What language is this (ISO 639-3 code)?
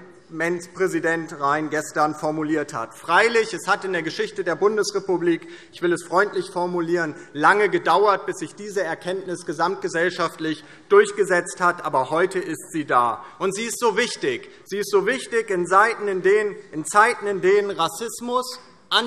deu